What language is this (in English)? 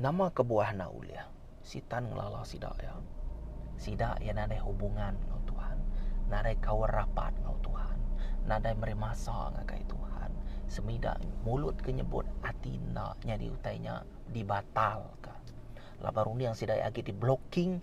Iban